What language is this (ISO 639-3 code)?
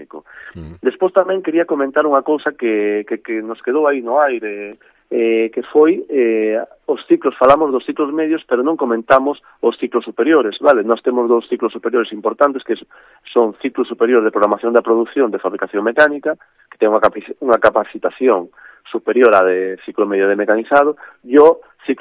glg